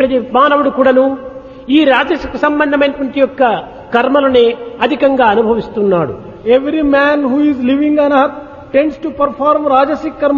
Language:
Telugu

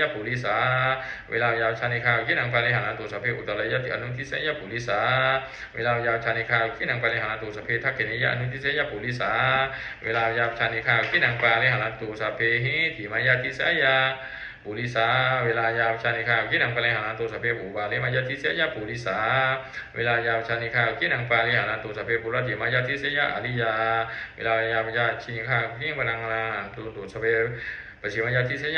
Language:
Pali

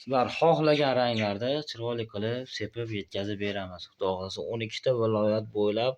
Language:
Uzbek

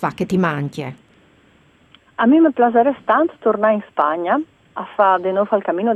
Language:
Italian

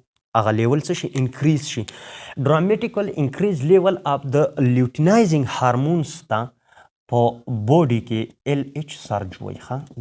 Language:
Pashto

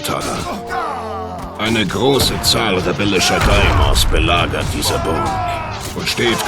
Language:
Bavarian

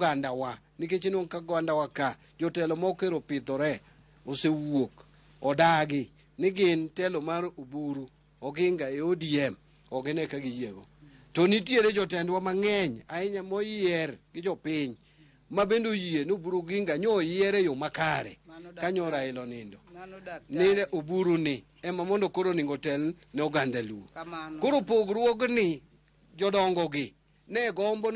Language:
Luo (Kenya and Tanzania)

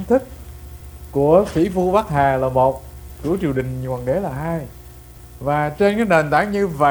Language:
Vietnamese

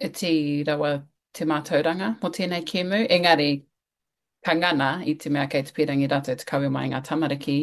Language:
Māori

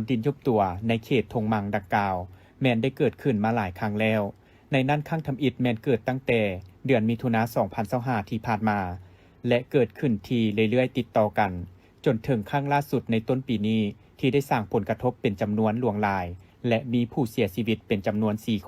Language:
Lao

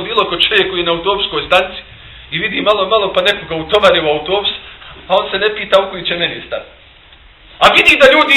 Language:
Bosnian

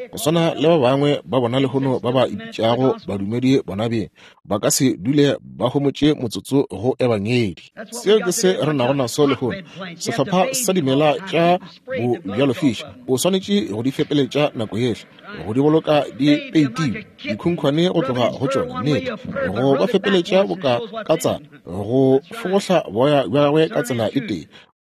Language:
Northern Sotho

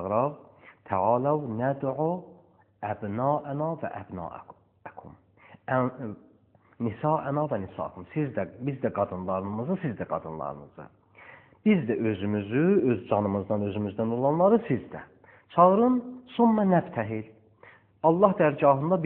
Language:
Azerbaijani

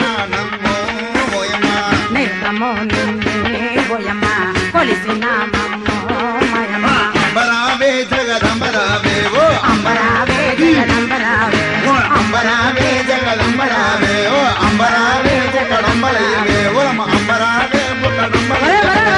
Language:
Telugu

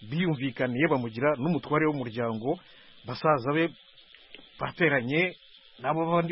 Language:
Kinyarwanda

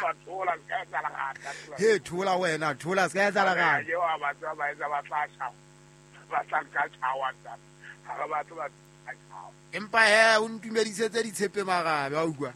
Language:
Southern Sotho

